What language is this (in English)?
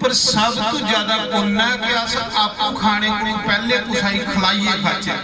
Dogri